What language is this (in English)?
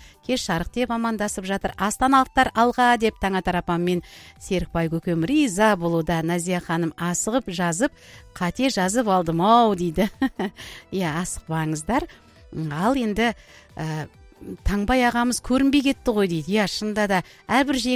Kazakh